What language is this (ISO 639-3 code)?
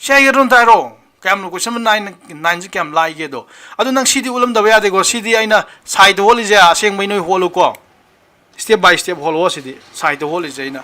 mni